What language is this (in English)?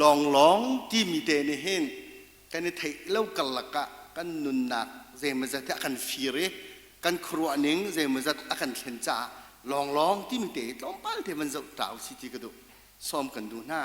Hakha Chin